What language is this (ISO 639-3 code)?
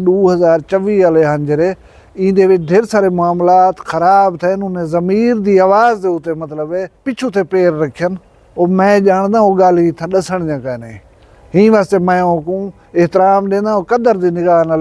skr